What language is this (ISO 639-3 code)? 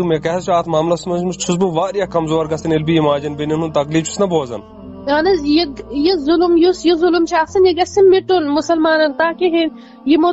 kas